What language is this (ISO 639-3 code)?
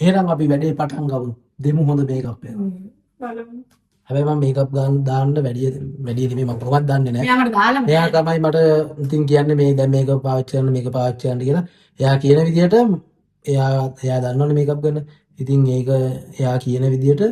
sin